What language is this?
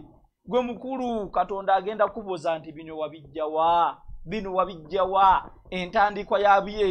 Ganda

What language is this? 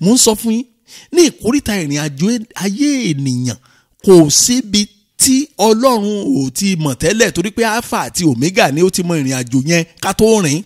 Yoruba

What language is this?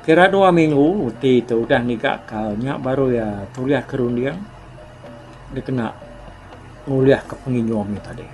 Iban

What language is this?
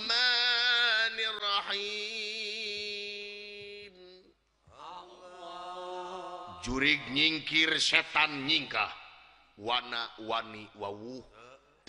Sundanese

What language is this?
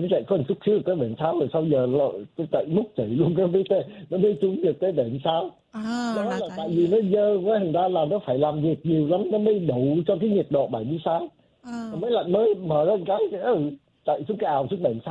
Vietnamese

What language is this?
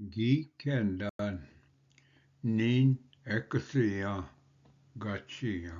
Ojibwa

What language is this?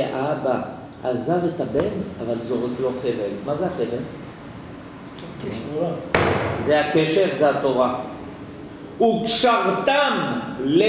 Hebrew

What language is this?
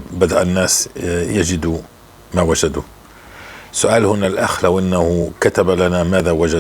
North Levantine Arabic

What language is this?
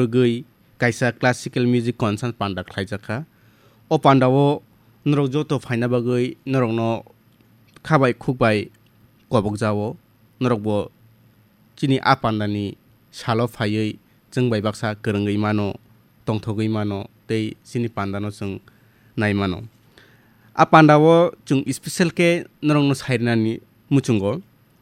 Kok Borok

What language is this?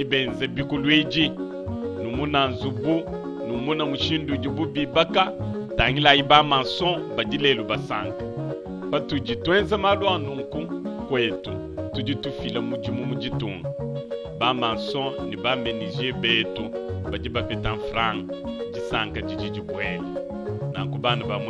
Luba-Lulua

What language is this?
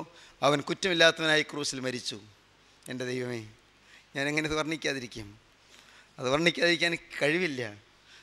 Malayalam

